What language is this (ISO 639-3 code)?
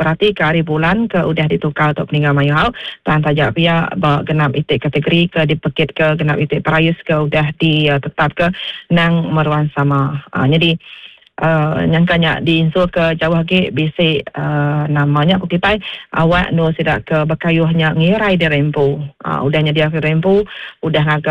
iba